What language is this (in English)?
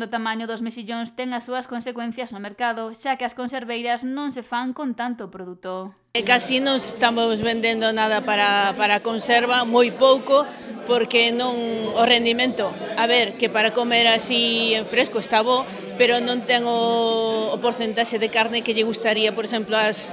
Galician